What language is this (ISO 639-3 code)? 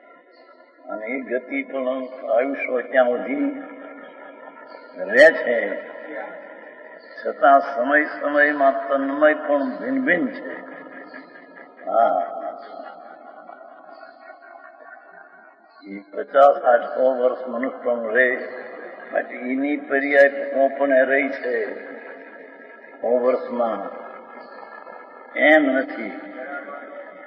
guj